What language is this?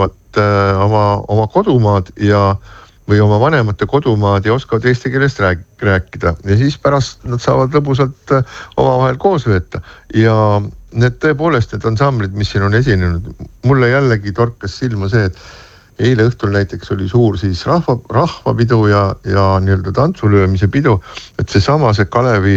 Estonian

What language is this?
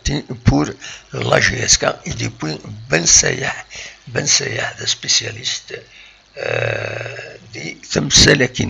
Kabyle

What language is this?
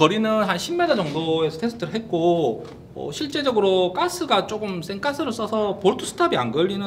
Korean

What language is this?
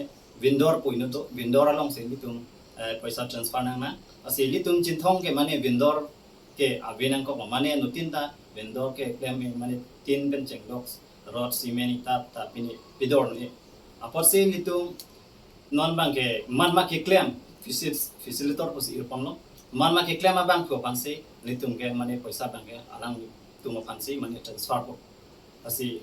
Karbi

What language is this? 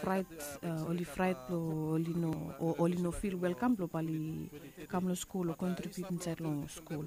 Bislama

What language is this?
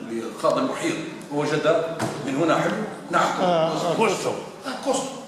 Algerian Arabic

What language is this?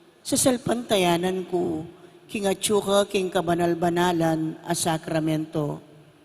Pampanga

